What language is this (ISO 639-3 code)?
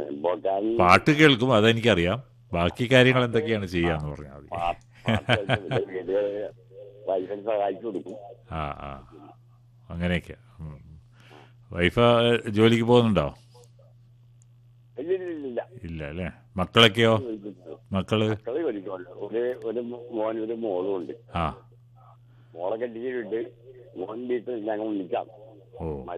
mal